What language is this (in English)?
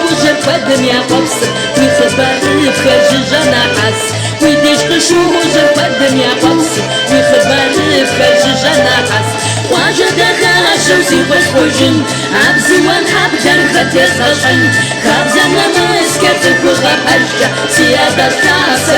Kabardian